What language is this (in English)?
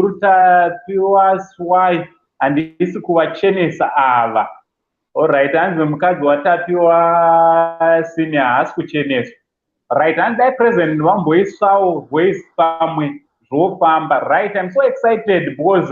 Shona